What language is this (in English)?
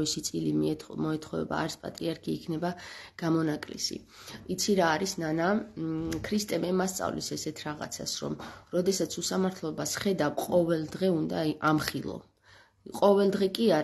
Georgian